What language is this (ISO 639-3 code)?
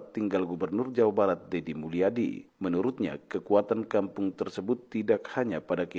ind